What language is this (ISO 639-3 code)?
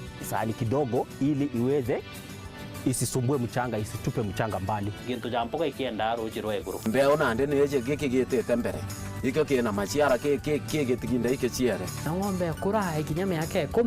mer